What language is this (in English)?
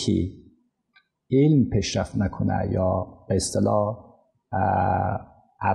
Persian